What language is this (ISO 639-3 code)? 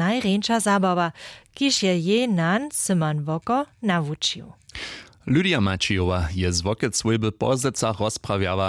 hsb